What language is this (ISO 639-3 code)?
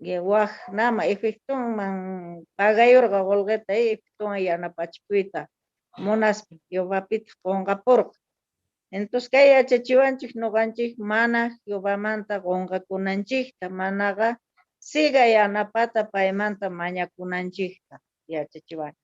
quh